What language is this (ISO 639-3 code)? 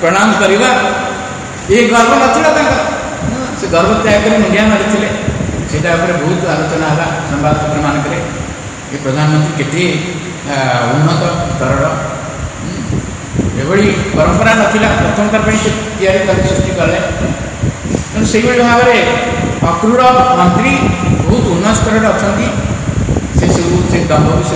ori